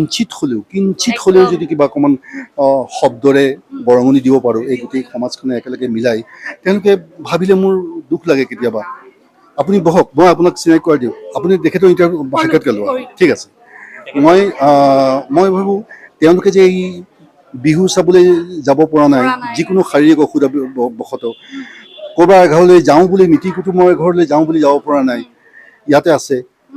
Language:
Assamese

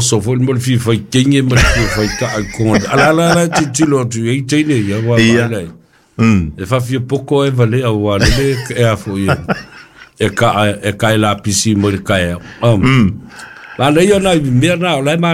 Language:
Samoan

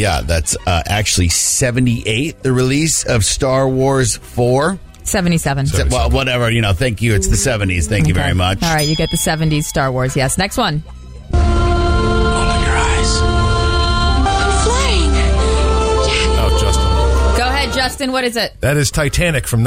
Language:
English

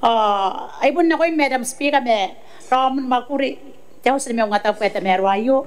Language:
Gilbertese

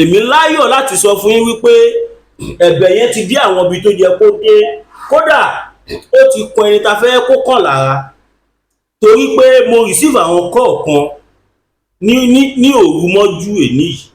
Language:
Yoruba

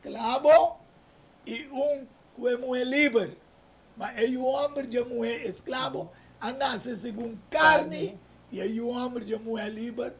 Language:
Papiamento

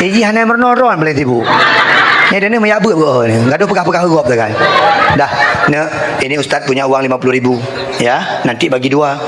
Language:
Achinese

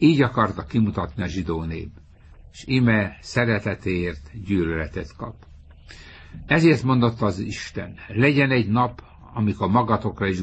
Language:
Hungarian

